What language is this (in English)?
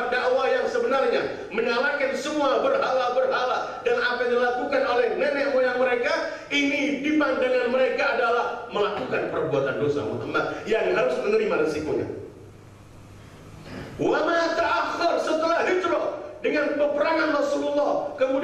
Indonesian